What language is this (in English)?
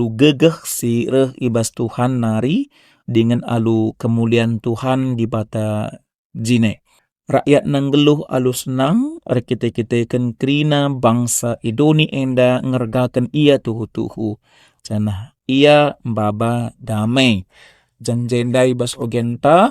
Batak Karo